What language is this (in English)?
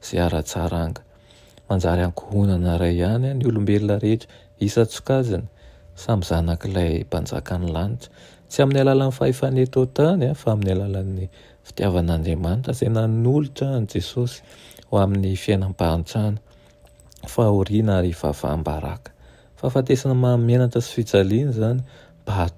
Malagasy